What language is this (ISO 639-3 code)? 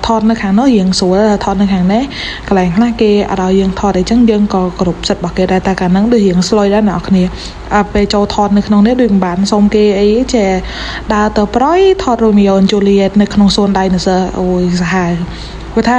khm